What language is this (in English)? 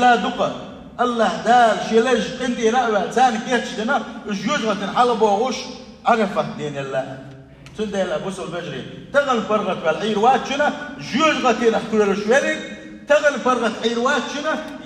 Chechen